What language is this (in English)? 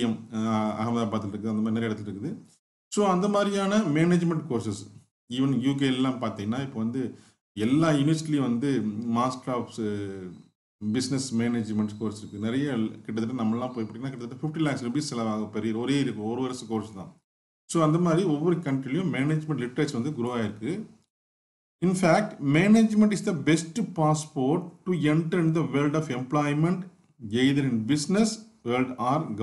Tamil